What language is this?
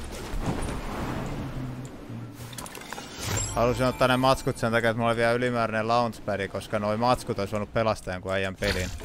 Finnish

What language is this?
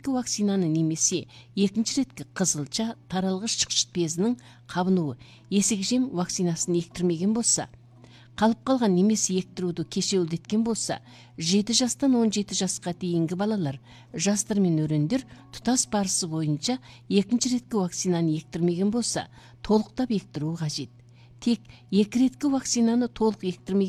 Kazakh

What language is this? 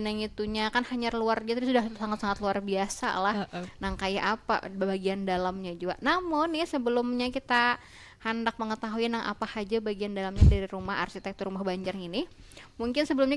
Banjar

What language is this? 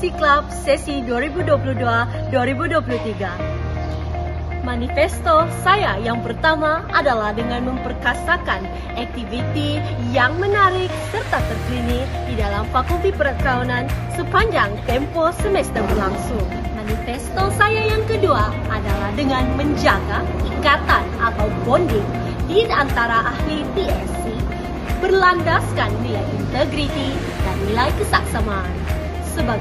Malay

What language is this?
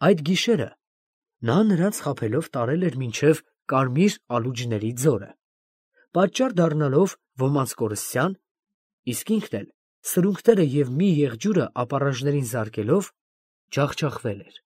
Armenian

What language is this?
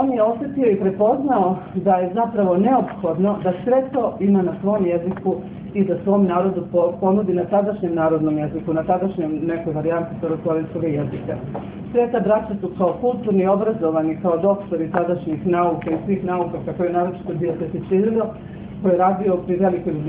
Serbian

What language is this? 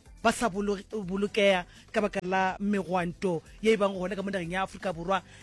Northern Sotho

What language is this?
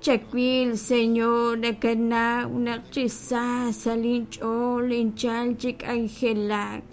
Kekchí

